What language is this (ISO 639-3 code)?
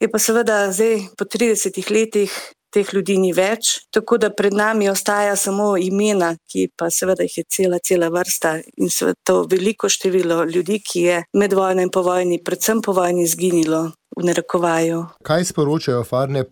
slv